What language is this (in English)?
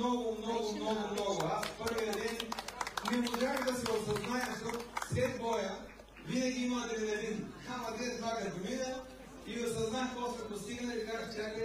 Bulgarian